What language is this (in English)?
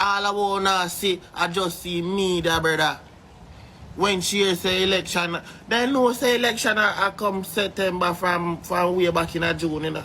Jamaican Creole English